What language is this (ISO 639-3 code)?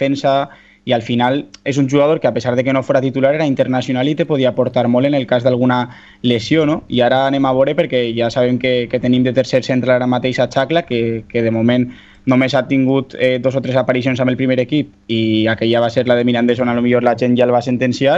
cat